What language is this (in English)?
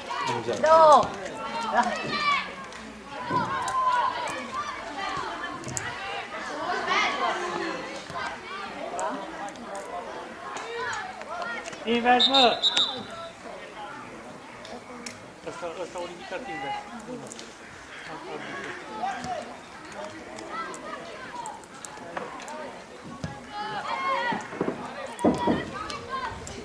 Romanian